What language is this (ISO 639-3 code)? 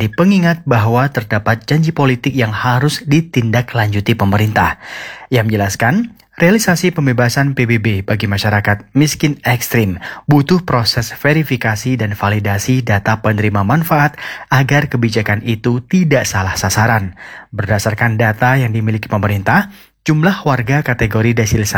ind